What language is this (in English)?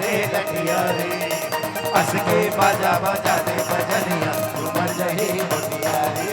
Chhattisgarhi